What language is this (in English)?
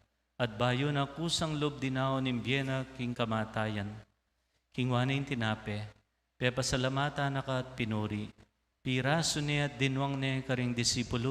Pampanga